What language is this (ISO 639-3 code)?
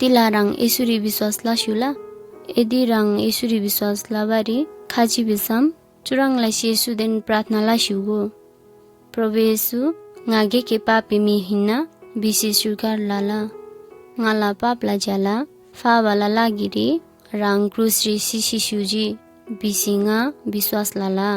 taj